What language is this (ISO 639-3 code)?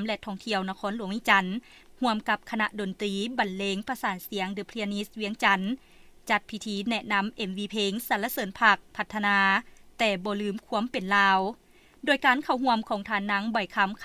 lao